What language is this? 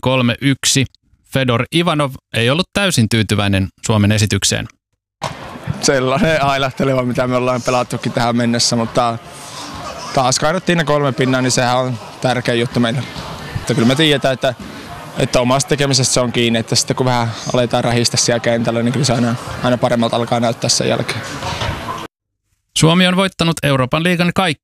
Finnish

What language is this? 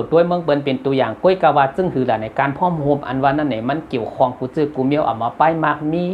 Shan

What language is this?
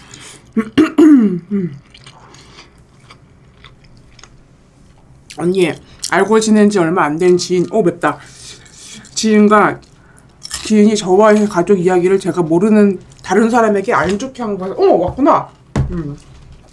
Korean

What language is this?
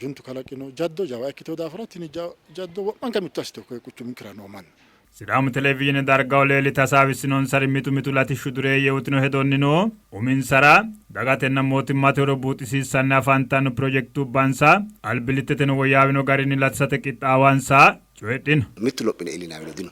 Sidamo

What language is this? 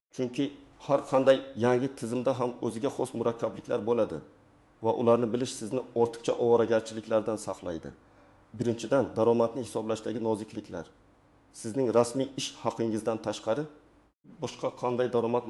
Uzbek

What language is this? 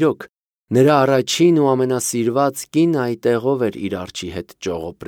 Armenian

